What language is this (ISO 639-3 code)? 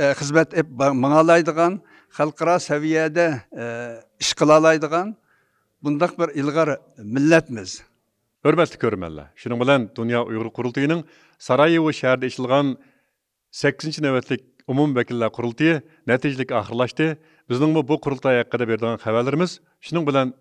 uig